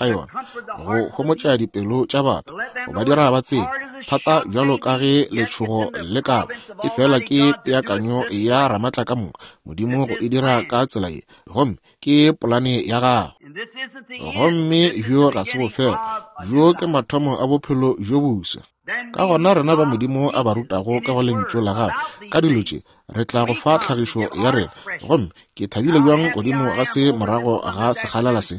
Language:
Northern Sotho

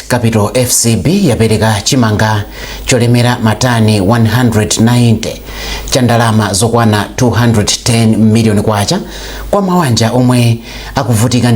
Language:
Nyanja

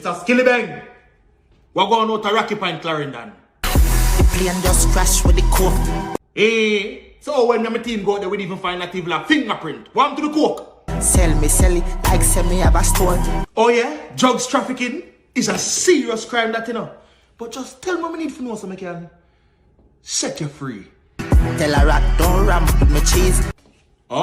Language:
Jamaican Creole English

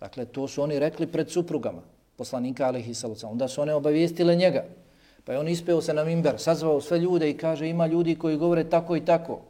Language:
Bosnian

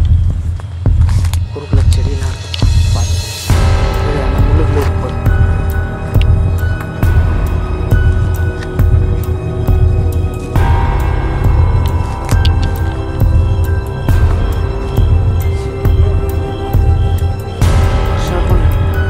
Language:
Tamil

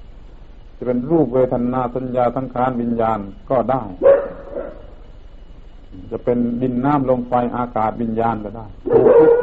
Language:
Thai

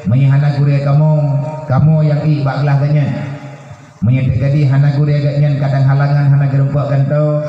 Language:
Achinese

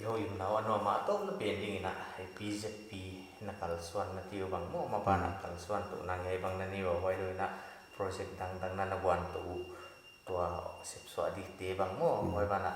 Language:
Paite Chin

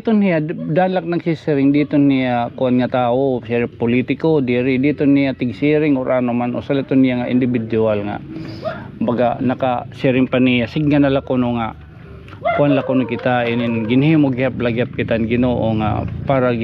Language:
Waray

